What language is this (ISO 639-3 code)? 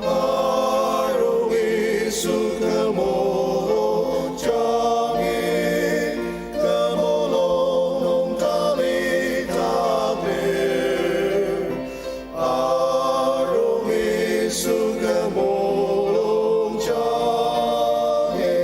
njo